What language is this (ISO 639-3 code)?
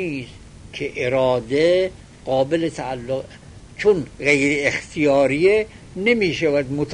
fas